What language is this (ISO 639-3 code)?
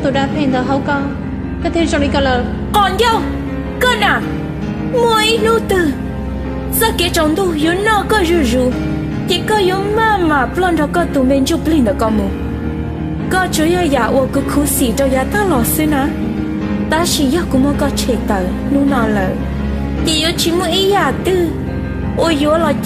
hmn